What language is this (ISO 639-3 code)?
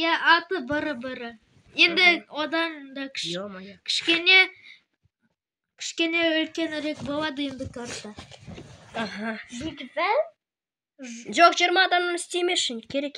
kaz